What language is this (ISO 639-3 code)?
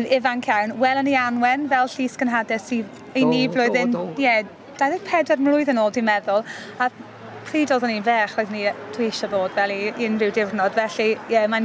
cym